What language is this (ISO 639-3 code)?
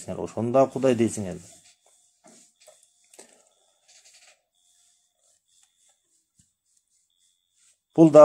kir